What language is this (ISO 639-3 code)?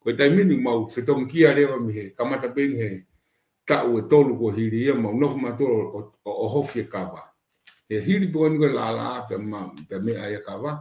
ton